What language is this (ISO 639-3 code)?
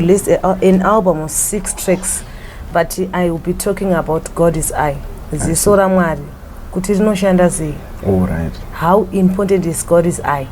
sna